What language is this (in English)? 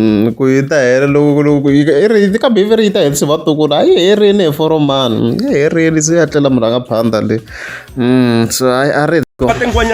Tsonga